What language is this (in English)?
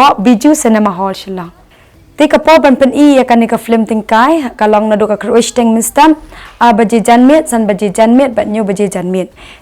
Khasi